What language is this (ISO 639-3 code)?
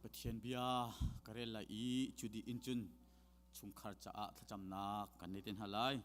cnh